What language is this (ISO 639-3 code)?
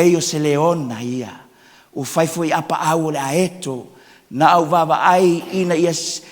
smo